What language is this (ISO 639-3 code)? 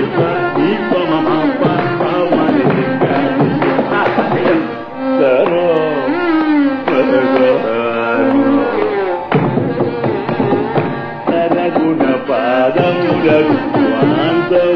tel